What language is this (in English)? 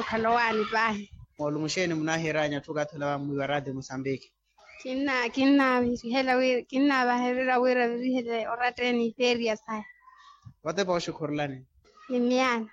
Makhuwa